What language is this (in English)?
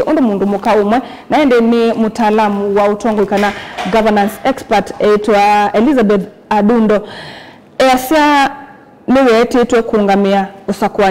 Kamba